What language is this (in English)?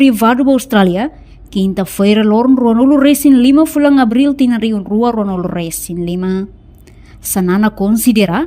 Tetum